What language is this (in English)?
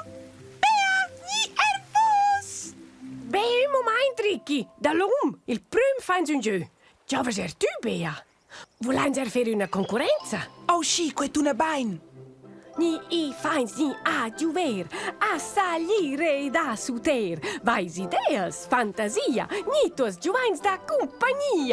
Romansh